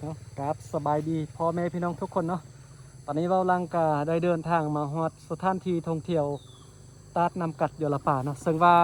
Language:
Lao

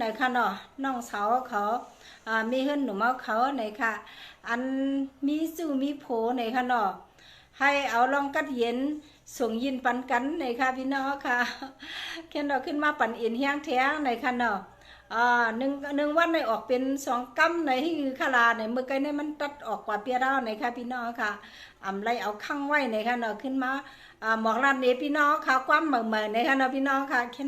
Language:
Shan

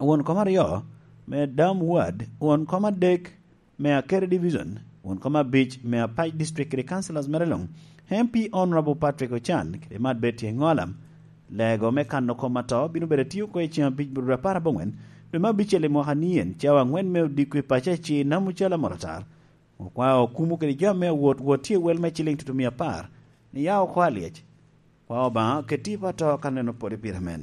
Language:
Lango (Uganda)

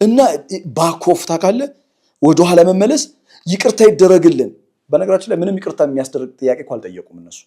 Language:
Amharic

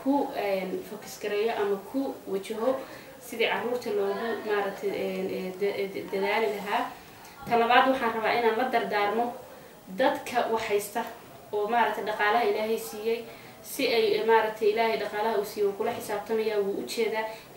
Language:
Somali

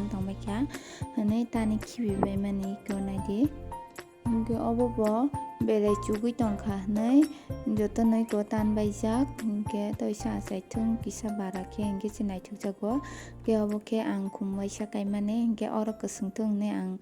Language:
Kok Borok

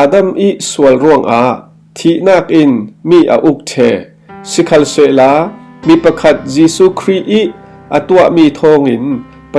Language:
Falam Chin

